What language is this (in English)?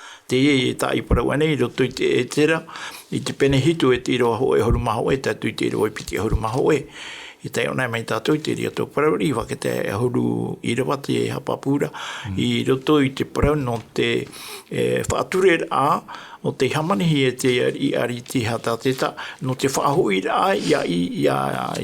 Tahitian